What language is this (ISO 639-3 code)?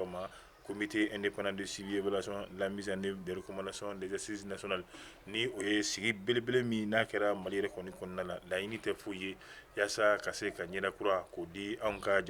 bam